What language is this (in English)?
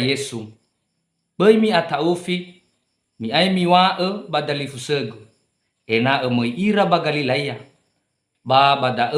Nias